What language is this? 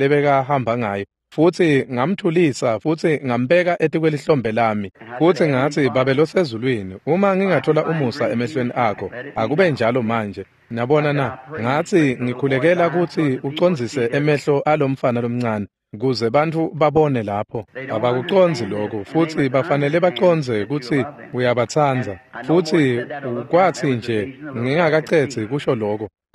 Swati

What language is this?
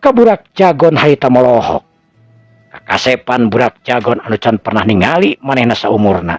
Sundanese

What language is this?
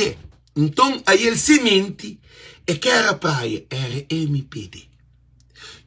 Kabuverdianu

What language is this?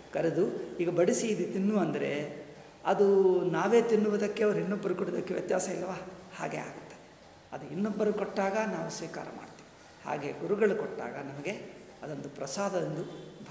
Kannada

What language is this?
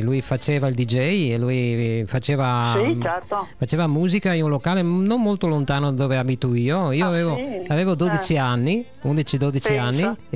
Italian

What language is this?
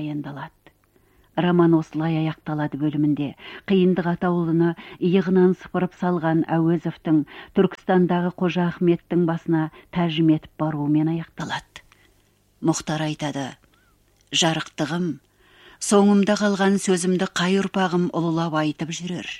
Kazakh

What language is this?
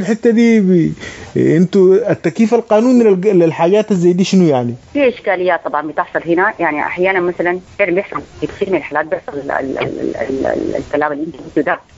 Sudanese Arabic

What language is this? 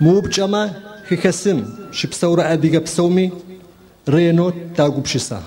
Adyghe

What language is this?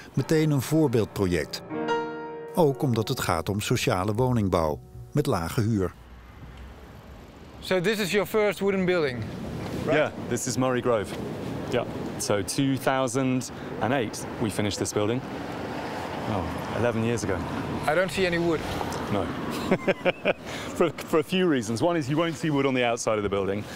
Dutch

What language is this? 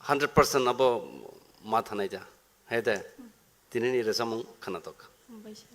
Kok Borok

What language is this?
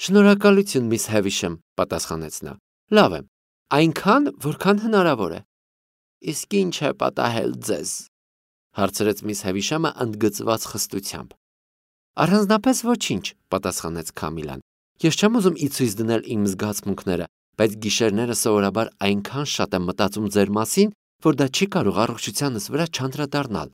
Armenian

